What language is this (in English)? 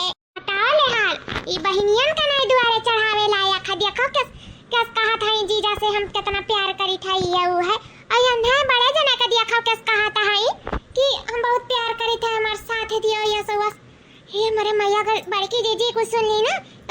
Awadhi